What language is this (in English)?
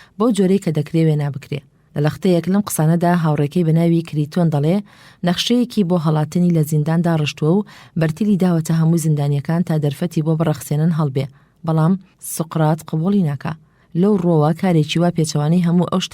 Central Kurdish